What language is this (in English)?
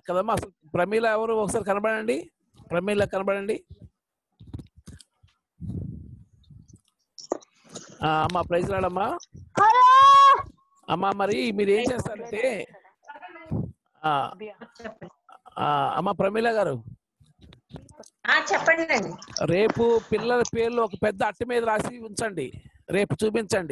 Telugu